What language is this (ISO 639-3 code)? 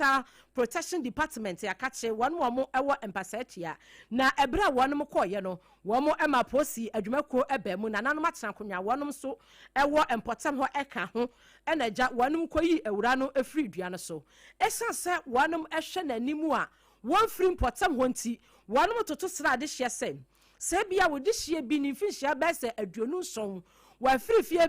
aka